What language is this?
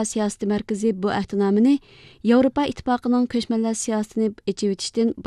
Uyghur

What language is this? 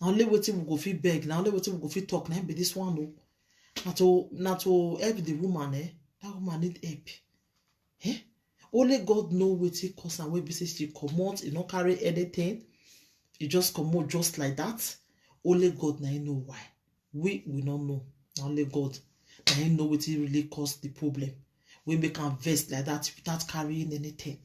Nigerian Pidgin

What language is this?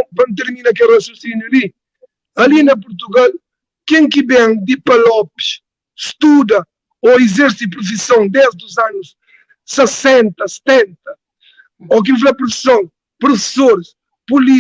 Kabuverdianu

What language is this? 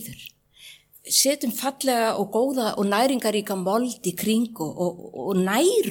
Icelandic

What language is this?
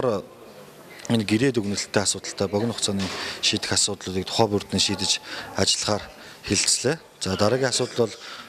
Mongolian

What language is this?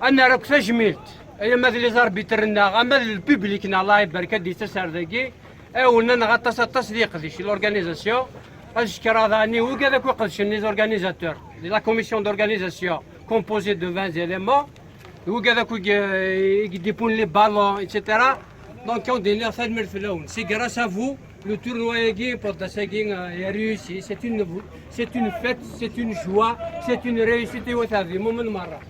Kabyle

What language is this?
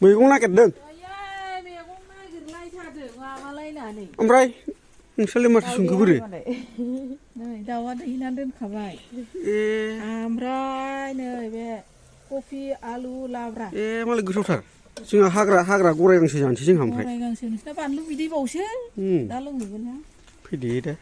Bodo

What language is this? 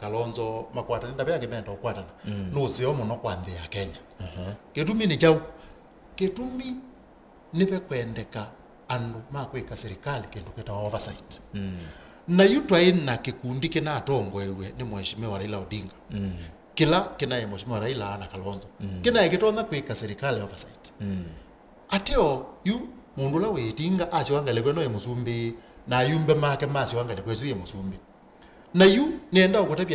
Kamba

